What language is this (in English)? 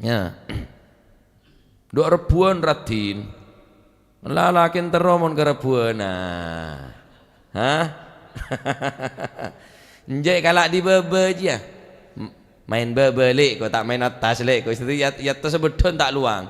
Madurese